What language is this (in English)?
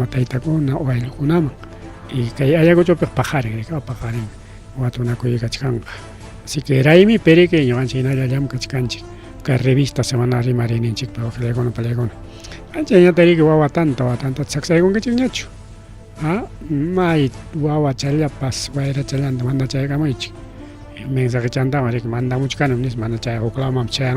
Ayacucho Quechua